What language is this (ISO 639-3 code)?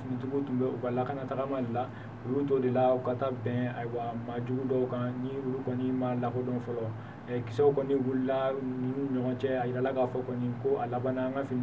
bam